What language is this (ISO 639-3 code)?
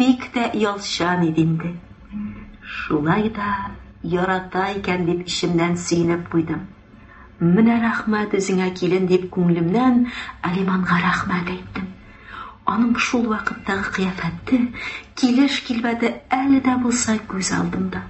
tat